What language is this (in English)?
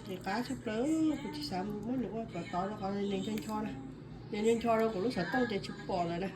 Hmong